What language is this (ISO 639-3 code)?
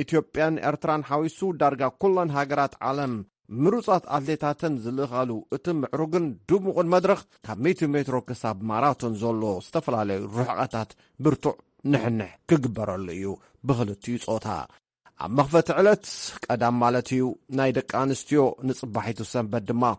tir